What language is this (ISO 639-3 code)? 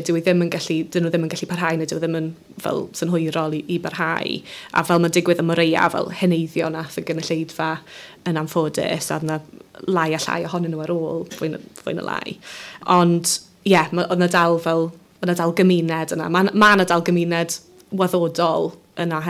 cym